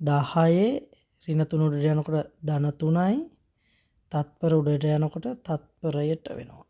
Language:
Sinhala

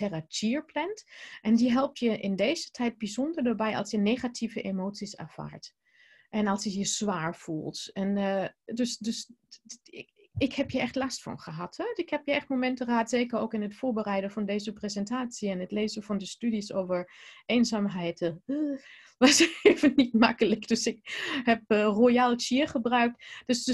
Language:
Dutch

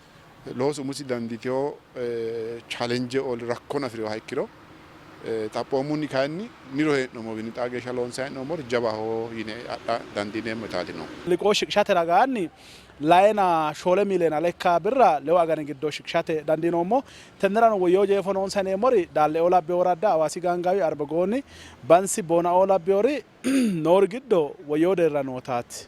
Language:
Sidamo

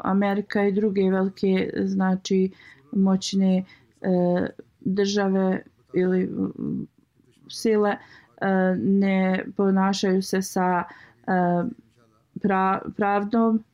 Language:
Bosnian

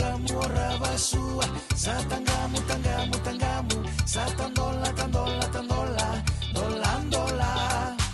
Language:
Fijian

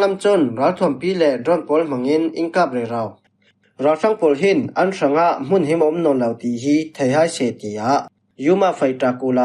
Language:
Falam Chin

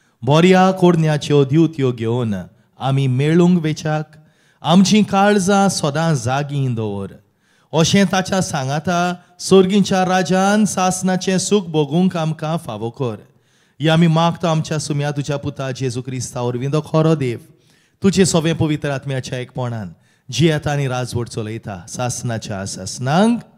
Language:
Konkani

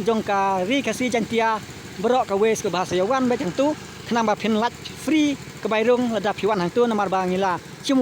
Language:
Khasi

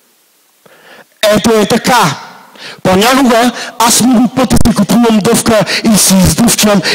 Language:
Bulgarian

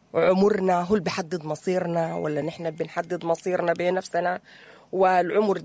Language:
Sudanese Arabic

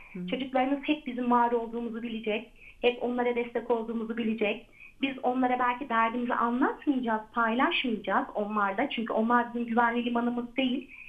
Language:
Turkish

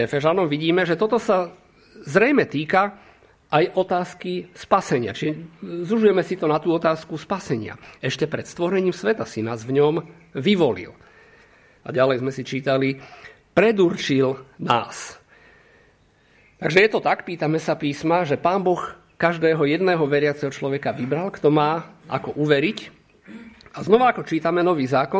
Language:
Slovak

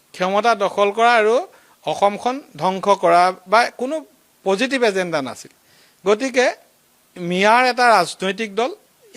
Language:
Assamese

